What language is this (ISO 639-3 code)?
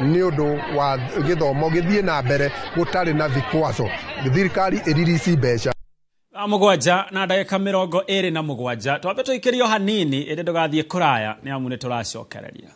kik